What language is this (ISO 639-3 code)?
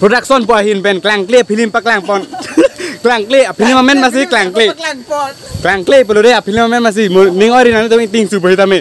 mjw